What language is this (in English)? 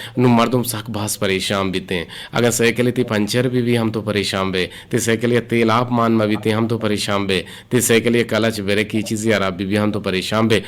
Eastern Balochi